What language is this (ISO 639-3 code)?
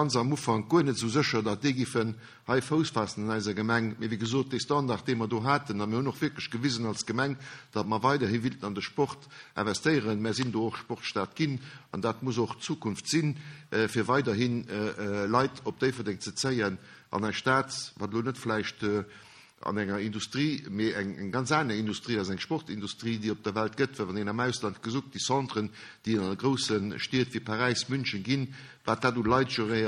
ltz